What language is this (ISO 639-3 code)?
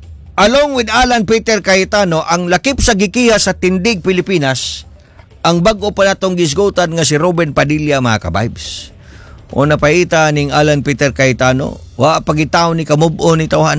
ceb